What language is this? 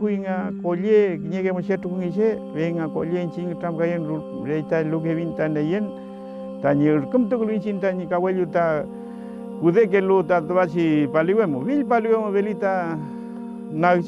Mapuche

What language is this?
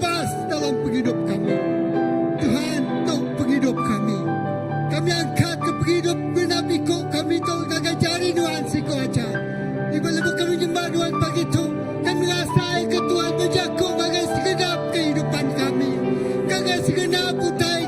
Iban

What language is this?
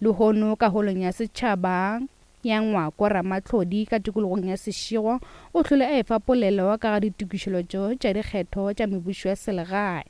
Northern Sotho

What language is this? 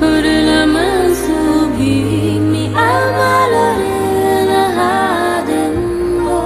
Papiamento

